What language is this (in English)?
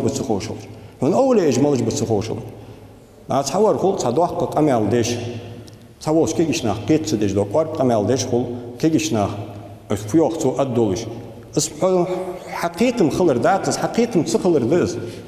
Ingush